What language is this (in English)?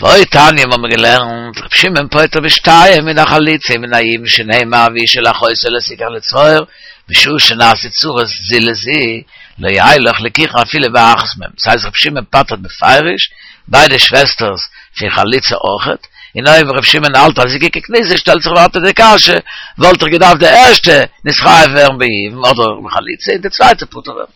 Yiddish